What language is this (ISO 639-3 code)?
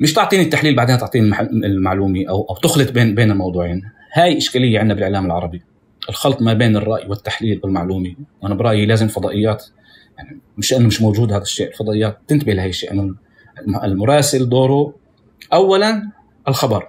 apc